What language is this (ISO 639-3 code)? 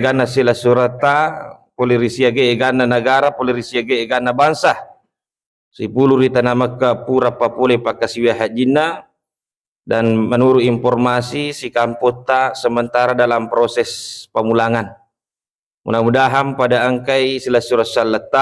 bug